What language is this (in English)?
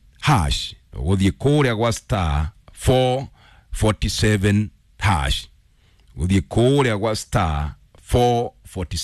Kikuyu